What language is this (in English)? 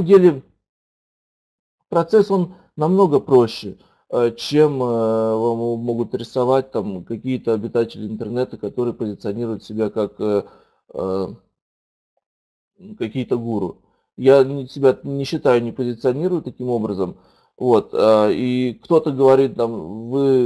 Russian